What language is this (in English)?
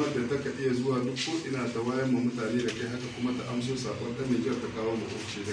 Hausa